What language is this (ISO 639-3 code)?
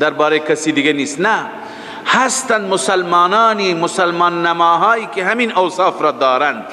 fas